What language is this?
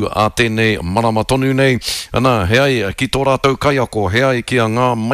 Māori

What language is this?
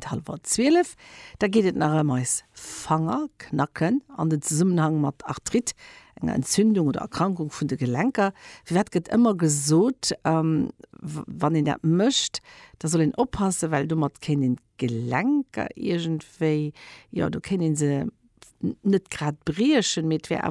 Luxembourgish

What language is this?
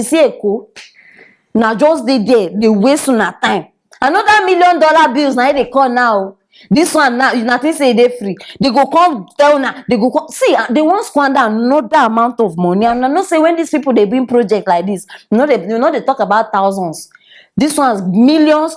Nigerian Pidgin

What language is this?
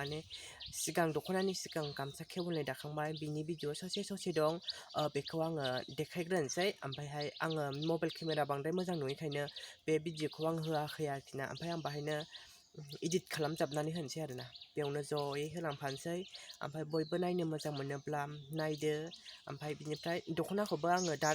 Bodo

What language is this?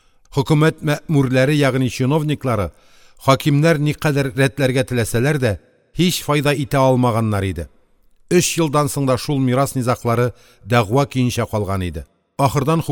Tatar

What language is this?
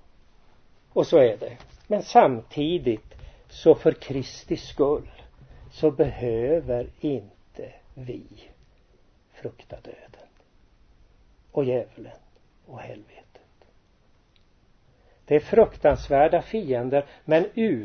Swedish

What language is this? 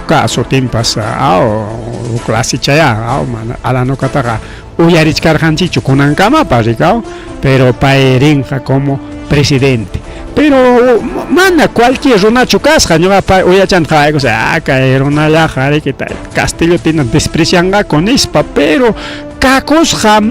Ayacucho Quechua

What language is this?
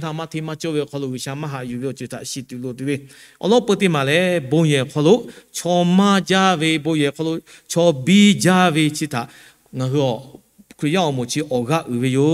Lahu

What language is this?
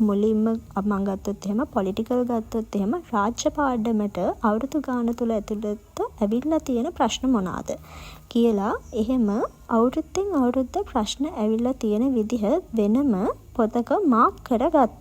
Sinhala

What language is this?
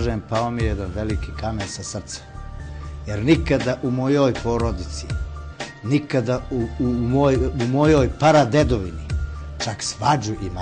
Bosnian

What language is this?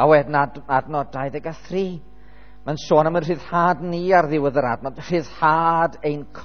Welsh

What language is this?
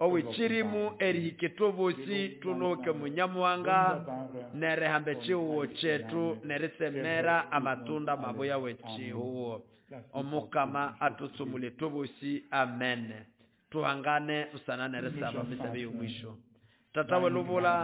Nande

